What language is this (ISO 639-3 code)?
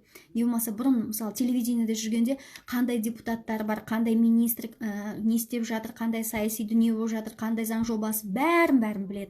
kaz